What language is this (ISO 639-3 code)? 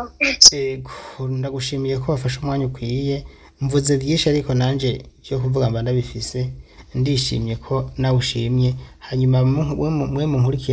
run